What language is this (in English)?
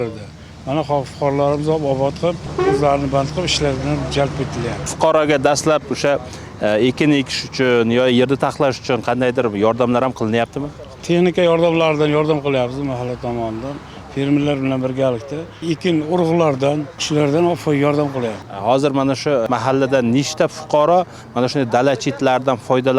Uzbek